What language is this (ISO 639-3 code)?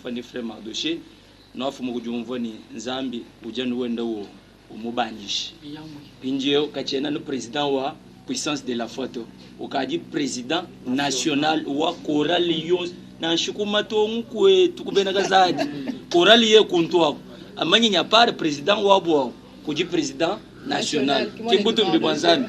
lua